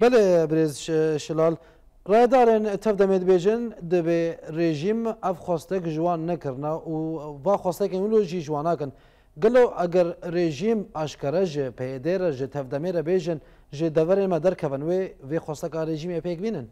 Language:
Kurdish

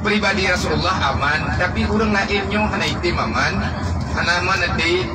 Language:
Achinese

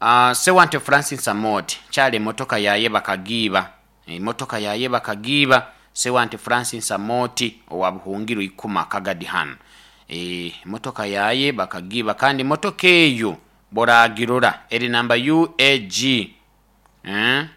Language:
Nyoro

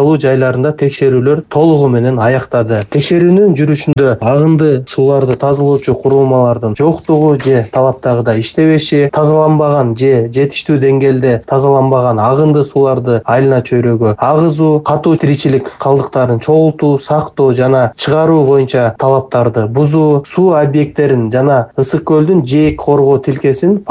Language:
Kyrgyz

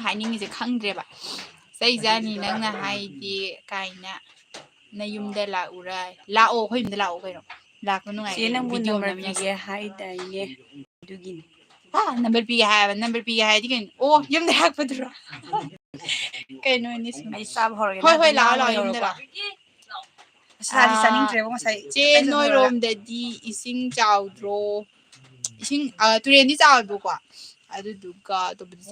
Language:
Manipuri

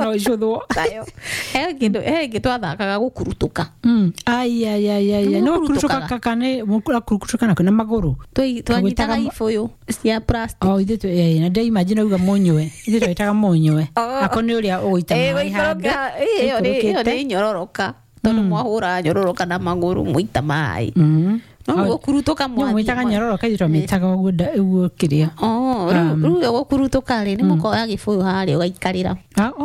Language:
Kikuyu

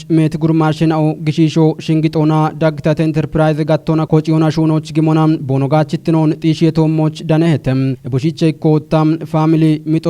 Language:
Kafa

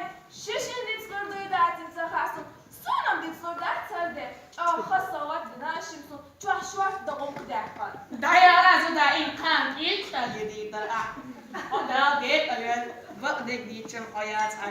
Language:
Chechen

